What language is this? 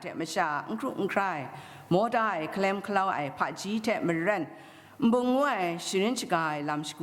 Kachin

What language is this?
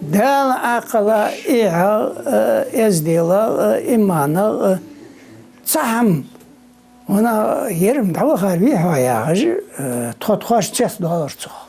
Ingush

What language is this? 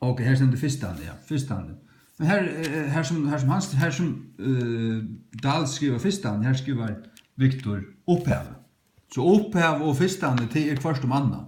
Faroese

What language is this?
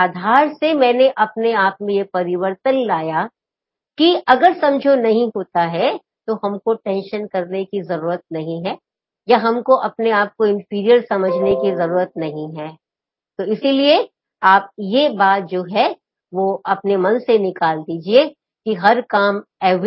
Hindi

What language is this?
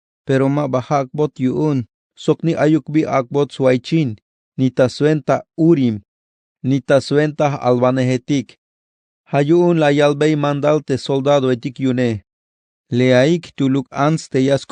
Tzeltal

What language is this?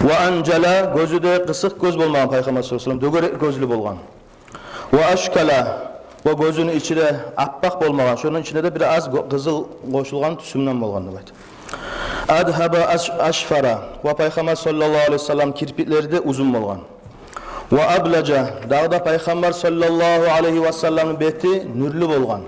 Kumyk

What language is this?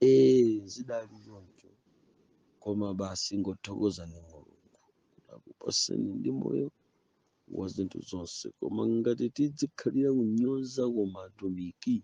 Nyanja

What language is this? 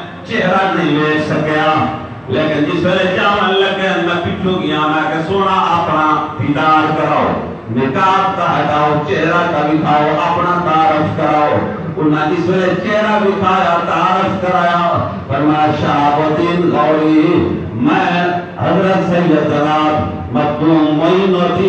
Saraiki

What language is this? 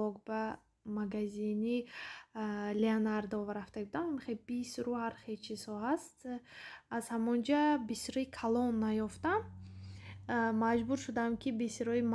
Tajik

